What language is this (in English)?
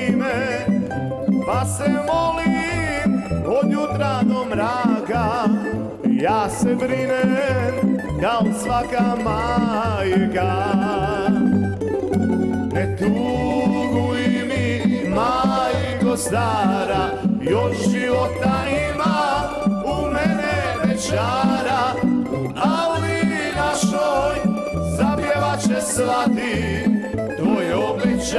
Croatian